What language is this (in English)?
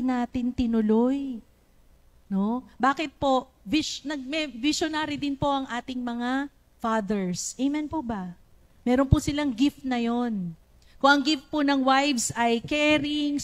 Filipino